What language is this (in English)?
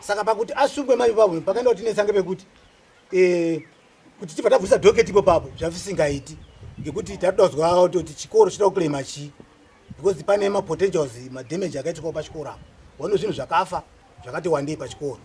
Shona